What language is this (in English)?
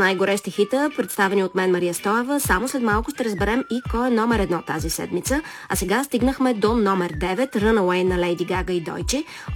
Bulgarian